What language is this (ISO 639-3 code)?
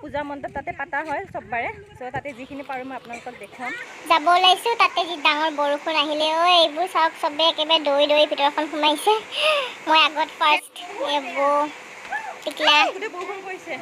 asm